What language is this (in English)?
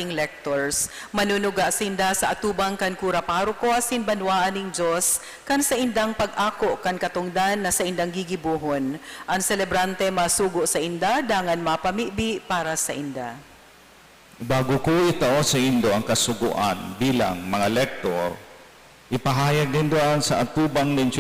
Bikol